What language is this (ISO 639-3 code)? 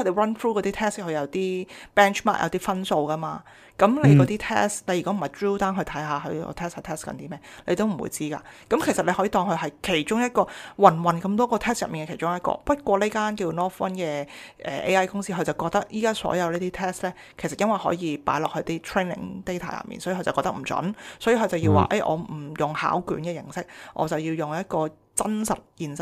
yue